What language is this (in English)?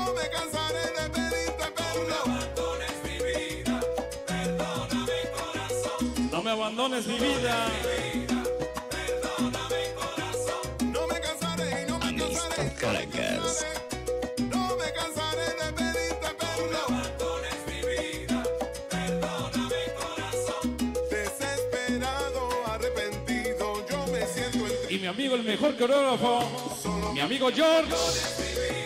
Spanish